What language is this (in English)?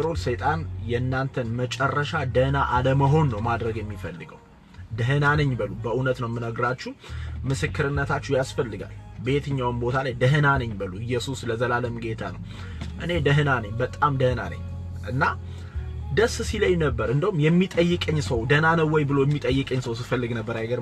Amharic